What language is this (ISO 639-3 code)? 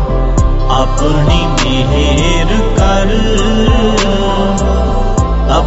hin